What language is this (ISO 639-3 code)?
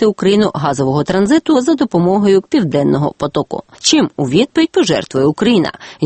ukr